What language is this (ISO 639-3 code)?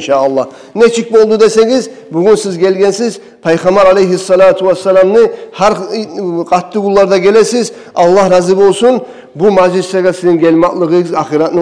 kum